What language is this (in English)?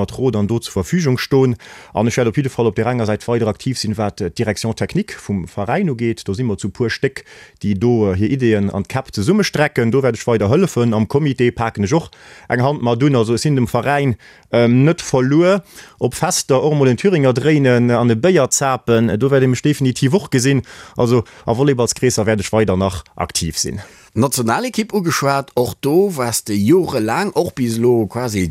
Luxembourgish